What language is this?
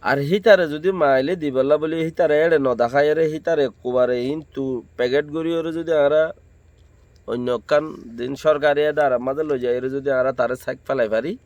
Rohingya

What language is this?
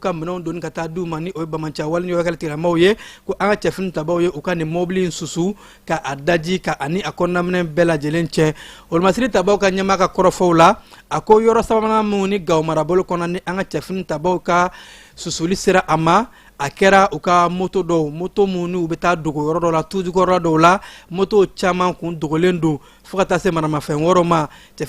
Bambara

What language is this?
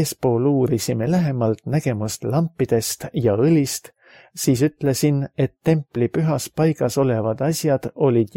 Estonian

